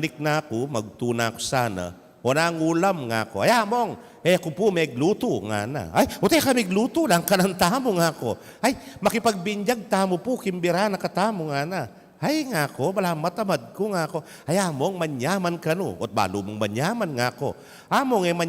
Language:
Pampanga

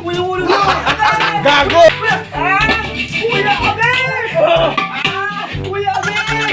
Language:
Waray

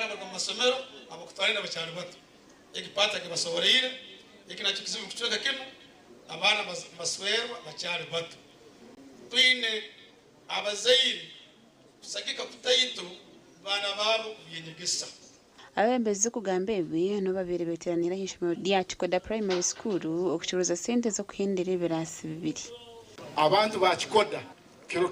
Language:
Nyankole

